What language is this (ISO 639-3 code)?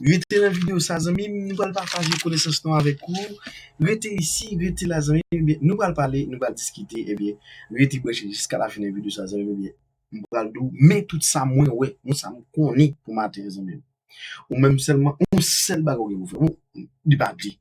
hat